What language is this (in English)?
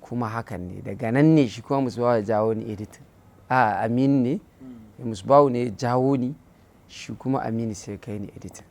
Hausa